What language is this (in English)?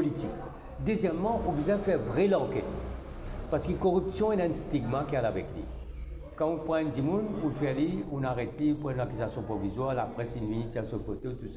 Morisyen